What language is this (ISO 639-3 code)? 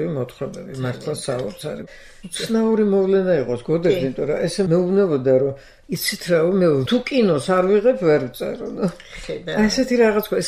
kat